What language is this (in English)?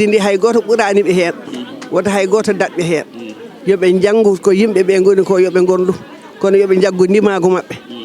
Fula